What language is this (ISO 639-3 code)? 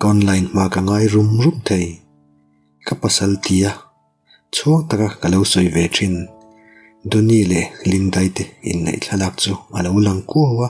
lus